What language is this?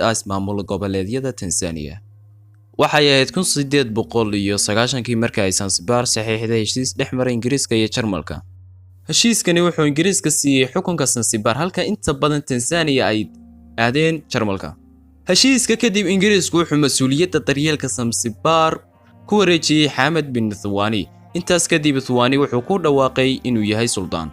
Somali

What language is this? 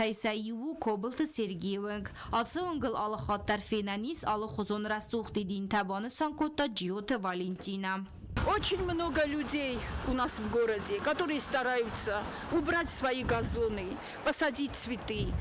Ossetic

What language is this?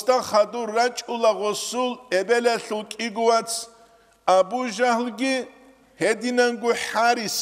Avaric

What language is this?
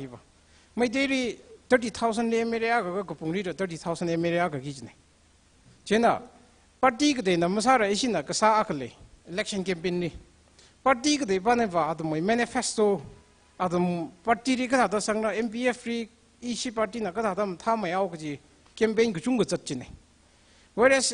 Tangkhul Naga (India)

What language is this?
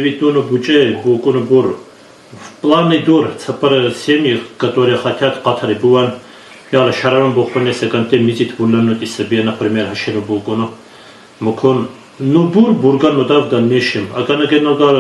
Lak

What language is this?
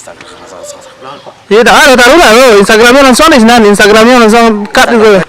Minangkabau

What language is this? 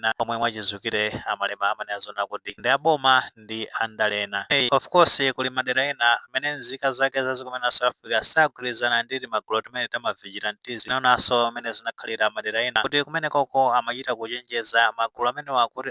Nyanja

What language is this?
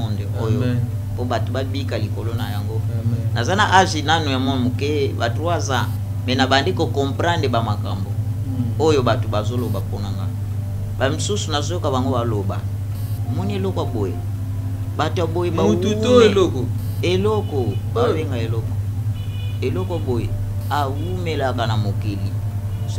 Lingala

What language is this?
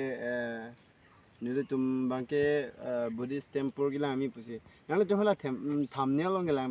Karbi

